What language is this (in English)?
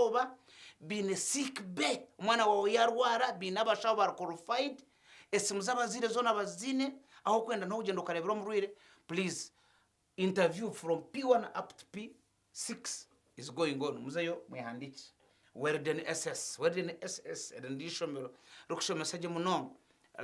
Nyankole